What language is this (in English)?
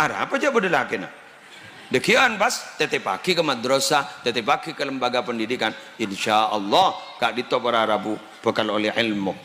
Madurese